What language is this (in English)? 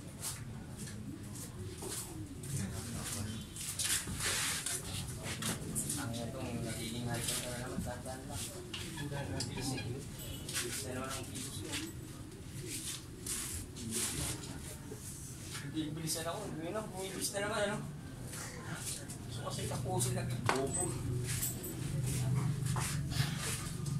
Filipino